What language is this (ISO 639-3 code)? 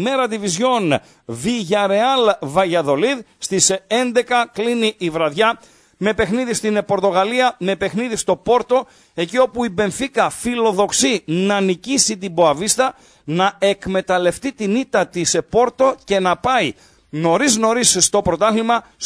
ell